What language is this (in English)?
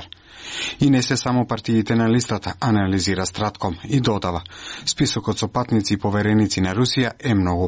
Macedonian